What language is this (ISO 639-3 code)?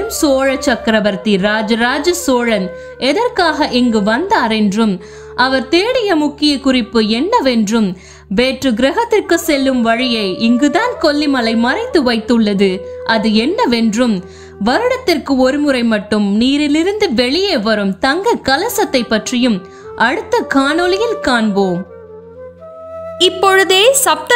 tam